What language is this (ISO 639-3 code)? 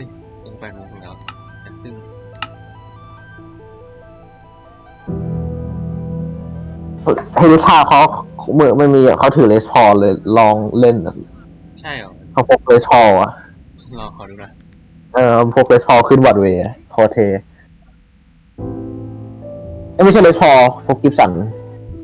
tha